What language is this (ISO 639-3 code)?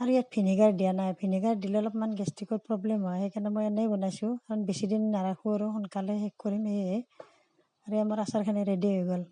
asm